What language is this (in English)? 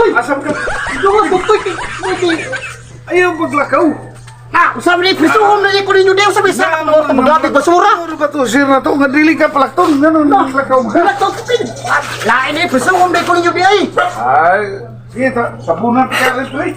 Cebuano